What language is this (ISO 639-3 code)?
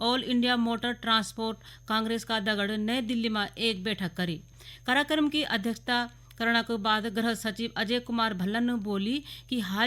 gbm